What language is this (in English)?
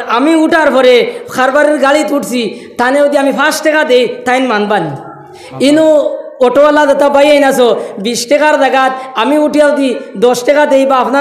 Sylheti